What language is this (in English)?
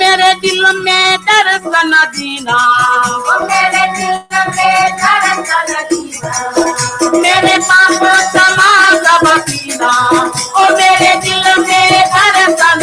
Fijian